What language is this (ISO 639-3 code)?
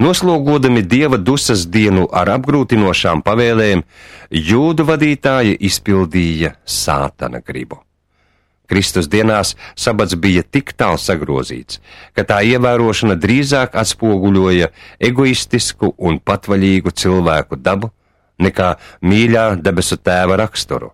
lav